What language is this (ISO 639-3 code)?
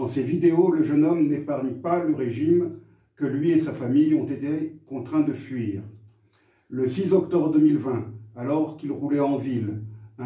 fra